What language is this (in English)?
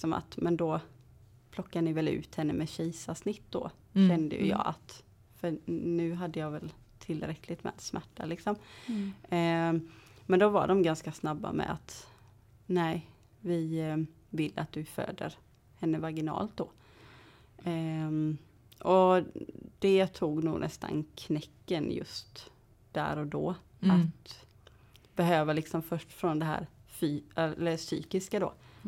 Swedish